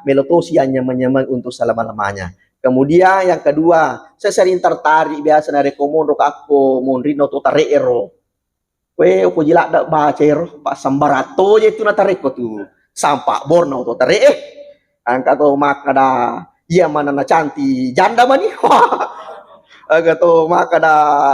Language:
Buginese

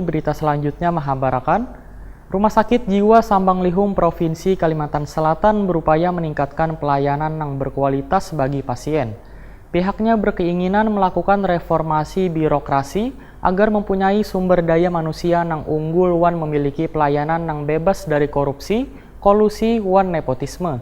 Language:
Banjar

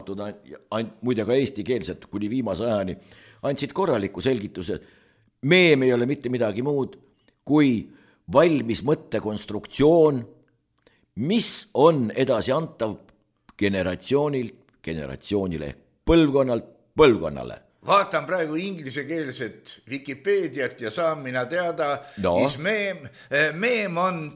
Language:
Estonian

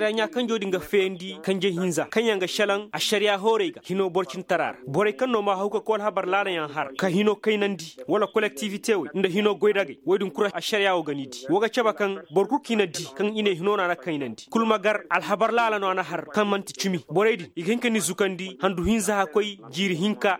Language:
Koyraboro Senni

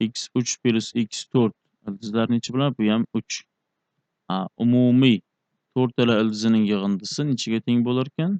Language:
Uzbek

